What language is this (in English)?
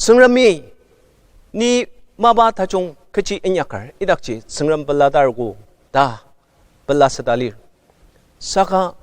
Ao Naga